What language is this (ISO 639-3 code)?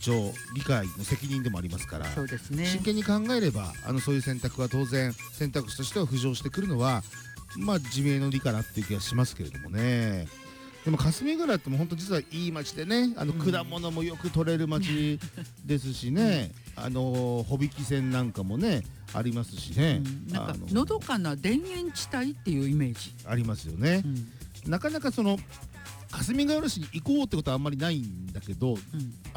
jpn